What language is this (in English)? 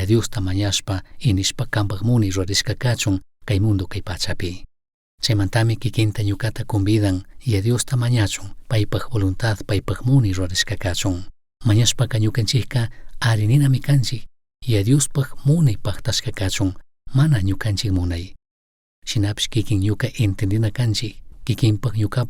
Chimborazo Highland Quichua